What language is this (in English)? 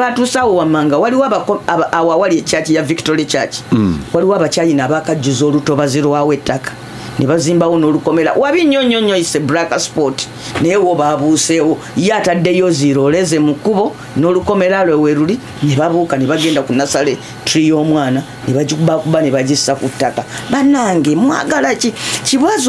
Ganda